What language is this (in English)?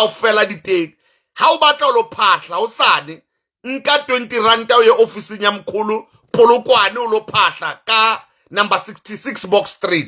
Southern Sotho